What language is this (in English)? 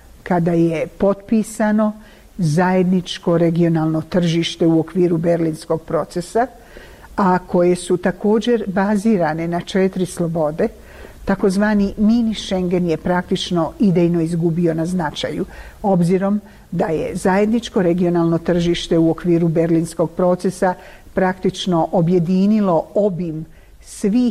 Bosnian